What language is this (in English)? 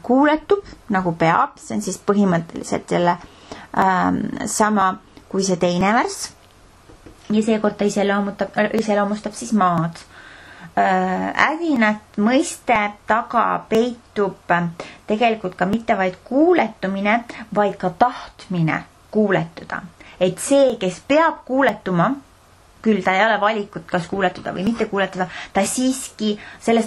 Estonian